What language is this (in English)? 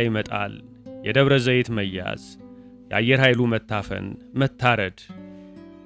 Amharic